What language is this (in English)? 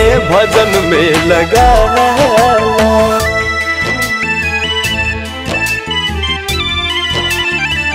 Bhojpuri